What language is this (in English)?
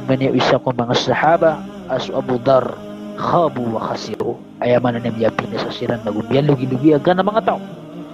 Maranao